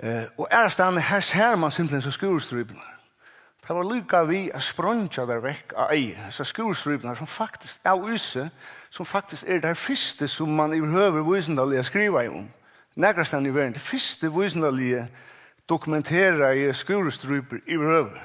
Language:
Faroese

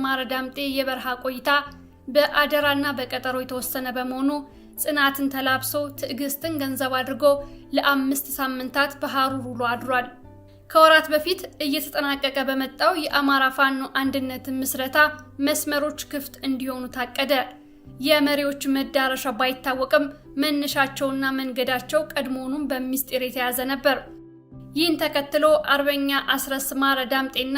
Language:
Amharic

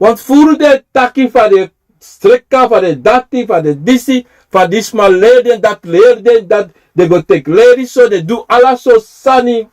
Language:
Sranan Tongo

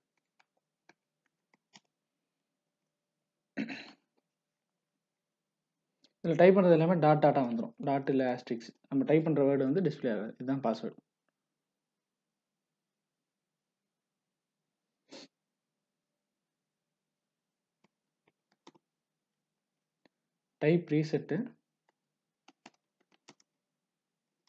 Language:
Tamil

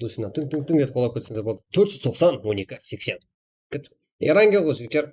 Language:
Kara-Kalpak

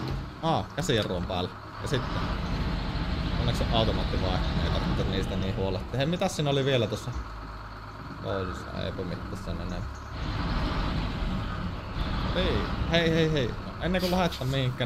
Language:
Finnish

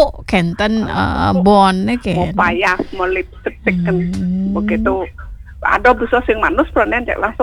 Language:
Balinese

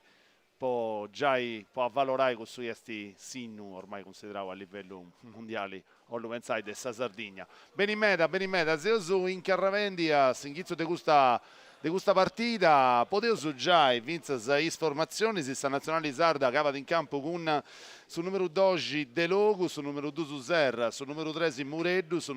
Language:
Sardinian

